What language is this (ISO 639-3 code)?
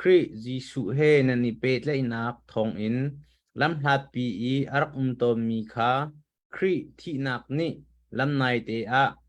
cnh